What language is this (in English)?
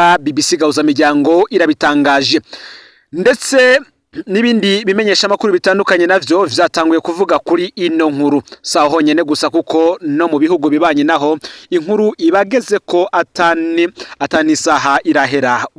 Rundi